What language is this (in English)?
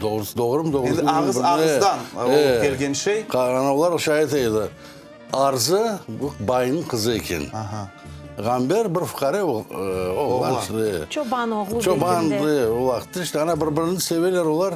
Crimean Tatar